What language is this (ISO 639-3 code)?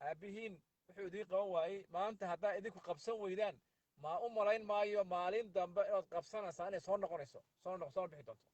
som